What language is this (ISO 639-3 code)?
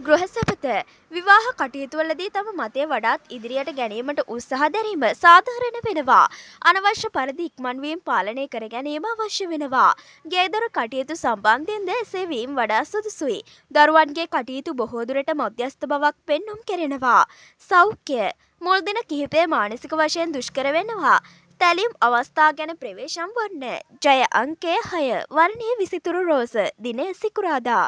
sin